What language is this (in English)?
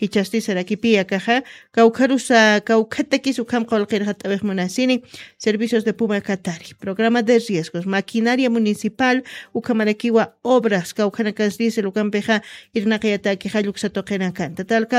Aymara